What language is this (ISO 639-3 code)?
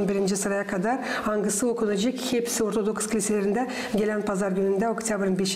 gag